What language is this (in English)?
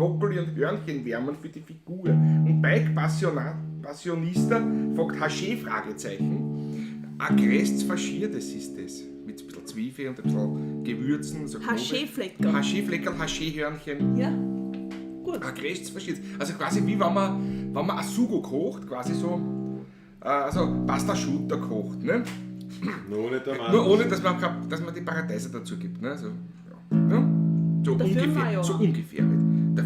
Bavarian